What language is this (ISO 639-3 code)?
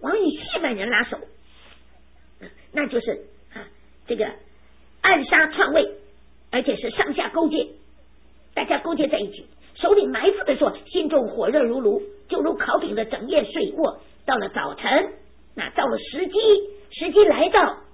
zho